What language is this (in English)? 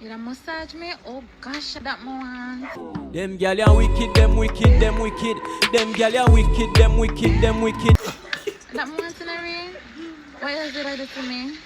Jamaican Creole English